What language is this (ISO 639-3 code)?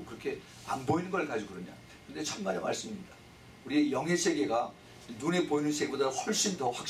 kor